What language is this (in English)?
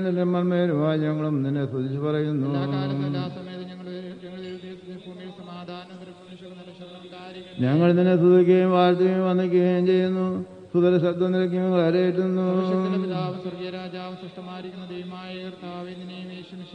Malayalam